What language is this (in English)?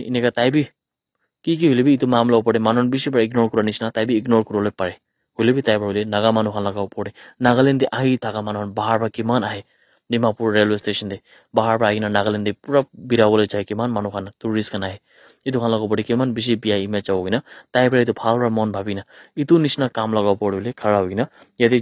Naga Pidgin